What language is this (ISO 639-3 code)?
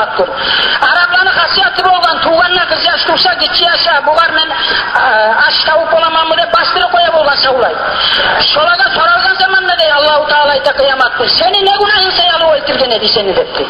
kum